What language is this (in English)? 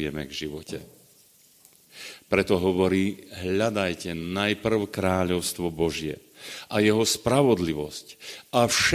Slovak